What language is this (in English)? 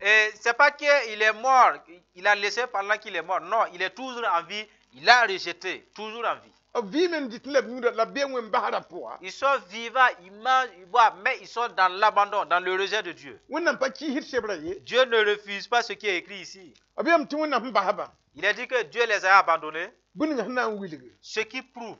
Mossi